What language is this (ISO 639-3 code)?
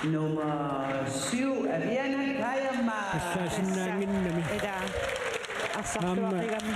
kal